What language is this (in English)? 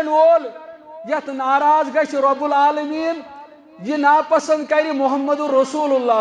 Kashmiri